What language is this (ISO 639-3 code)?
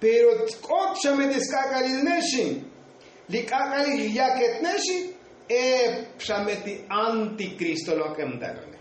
tzo